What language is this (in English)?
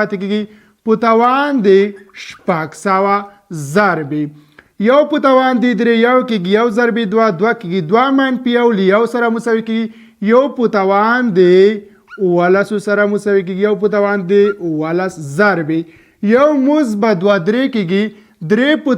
Pashto